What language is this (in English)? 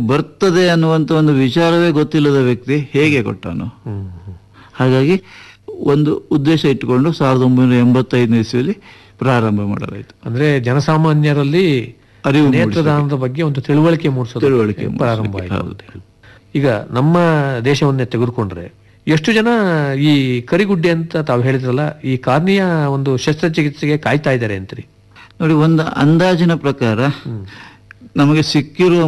Kannada